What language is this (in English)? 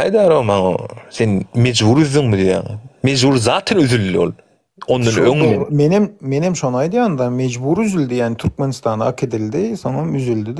Turkmen